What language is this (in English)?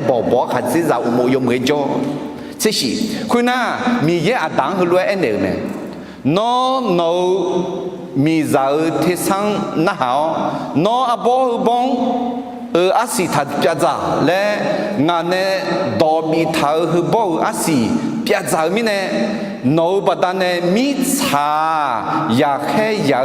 Akha